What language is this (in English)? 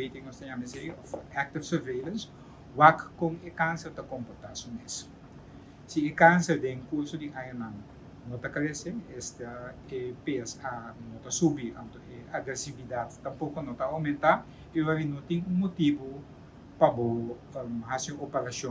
Papiamento